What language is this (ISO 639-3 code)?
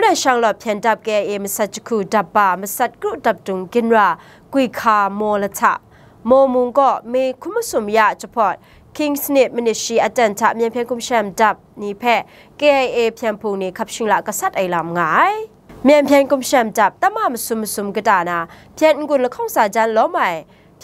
kac